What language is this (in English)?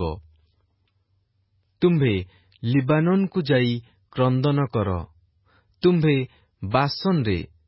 Odia